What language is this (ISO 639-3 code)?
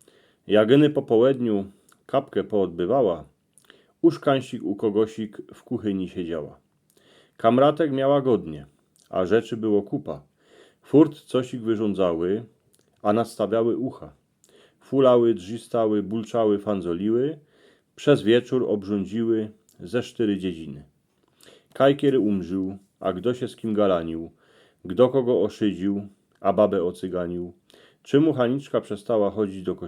szl